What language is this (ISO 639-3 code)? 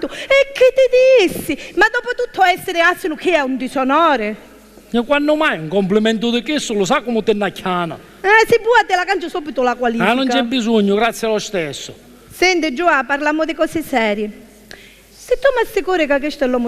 scn